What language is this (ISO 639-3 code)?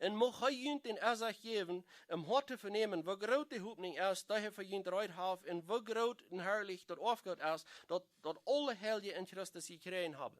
pdt